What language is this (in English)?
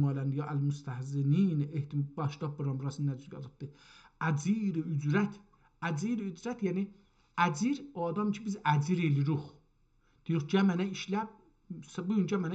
South Azerbaijani